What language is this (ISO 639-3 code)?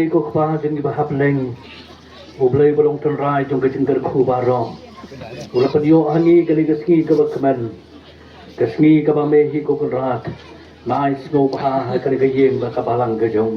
kha